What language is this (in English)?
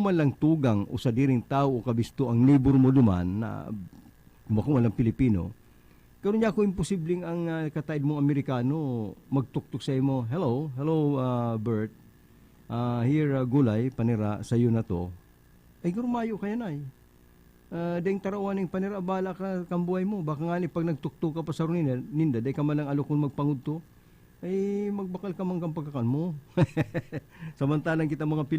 Bikol